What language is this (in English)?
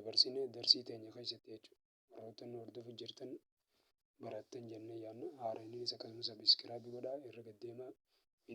Oromo